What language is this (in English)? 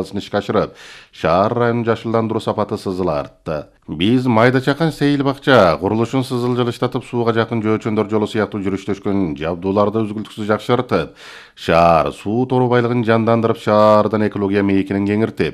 Kyrgyz